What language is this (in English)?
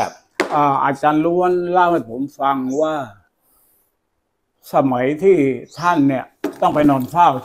Thai